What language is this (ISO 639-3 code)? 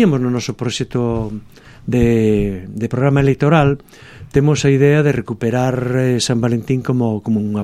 glg